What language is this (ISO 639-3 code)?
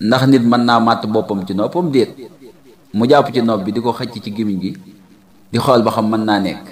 wol